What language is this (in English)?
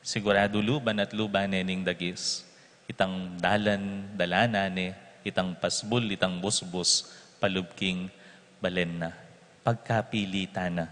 Pampanga